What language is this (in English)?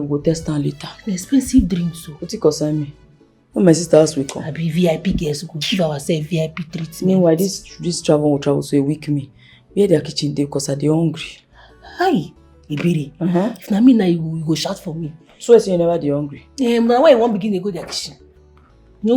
Nigerian Pidgin